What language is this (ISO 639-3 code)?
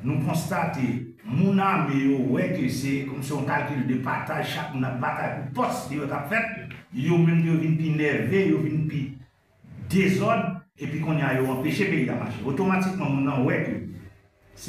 hat